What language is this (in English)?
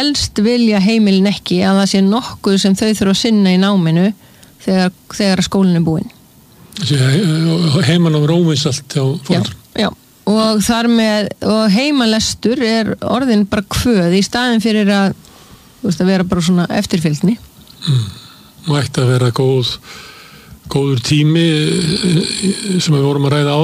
Icelandic